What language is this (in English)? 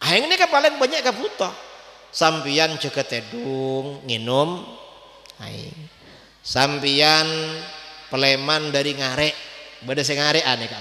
Madurese